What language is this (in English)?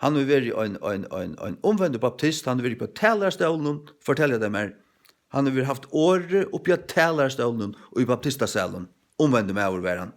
Faroese